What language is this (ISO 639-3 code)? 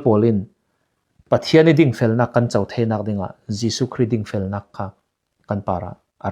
cfm